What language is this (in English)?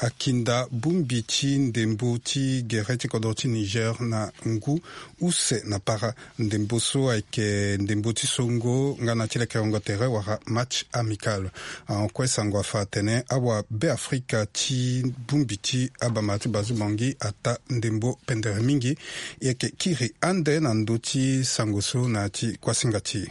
Sango